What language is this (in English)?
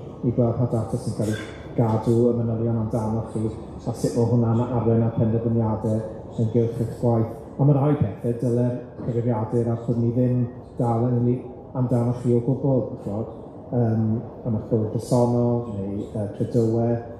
Welsh